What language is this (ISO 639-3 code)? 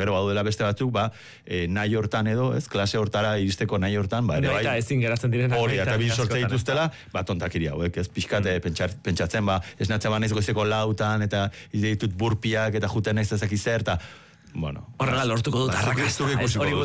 eus